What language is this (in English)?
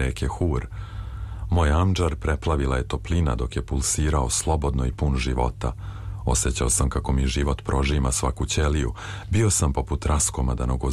Serbian